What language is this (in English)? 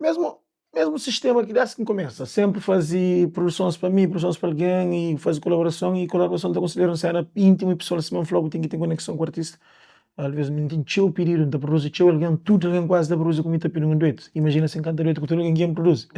Kabuverdianu